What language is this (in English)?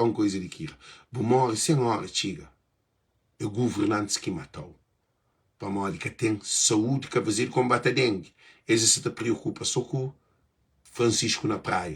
Kabuverdianu